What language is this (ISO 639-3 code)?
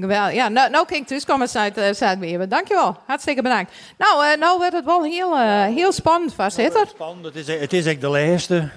fry